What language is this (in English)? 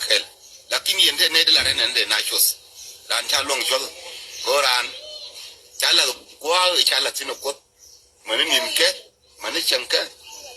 Nuer